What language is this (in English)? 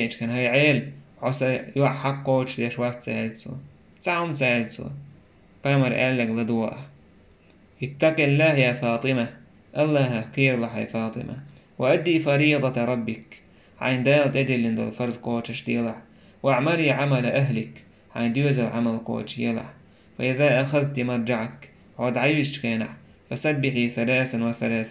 Chechen